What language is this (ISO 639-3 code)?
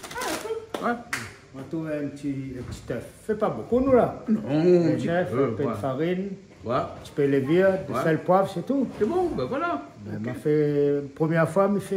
rcf